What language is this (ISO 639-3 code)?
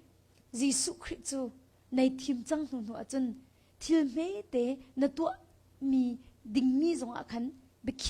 cnh